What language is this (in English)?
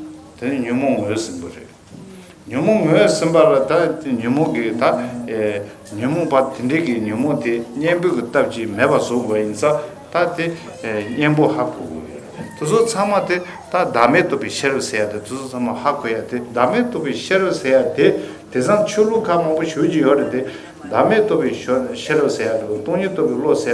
Tibetan